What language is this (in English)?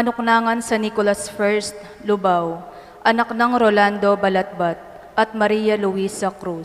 Pampanga